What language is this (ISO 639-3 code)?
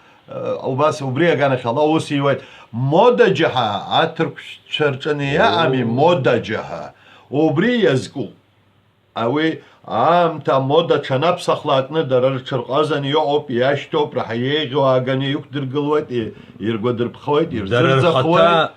abk